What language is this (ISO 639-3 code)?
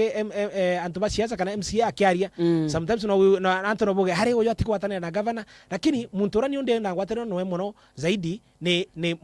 mer